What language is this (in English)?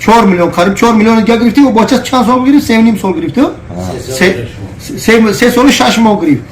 Tajik